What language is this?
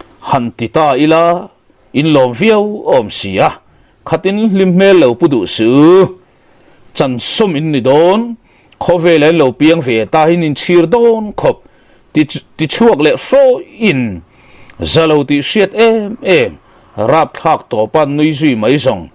Mizo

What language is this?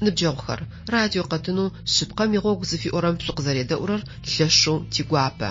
Adyghe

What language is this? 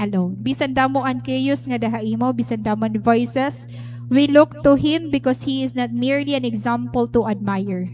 Waray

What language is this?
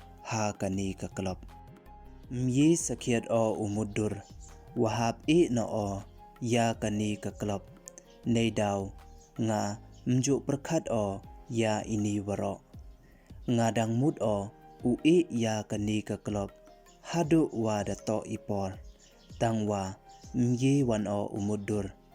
Pnar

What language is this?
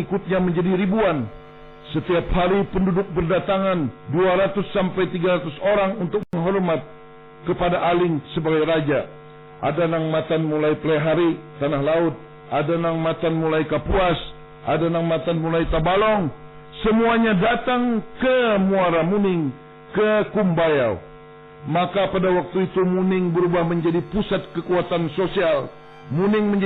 Banjar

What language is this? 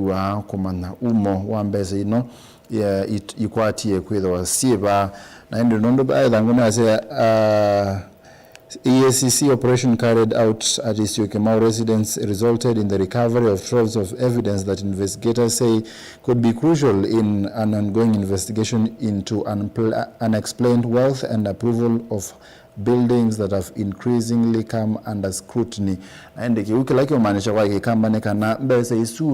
Kamba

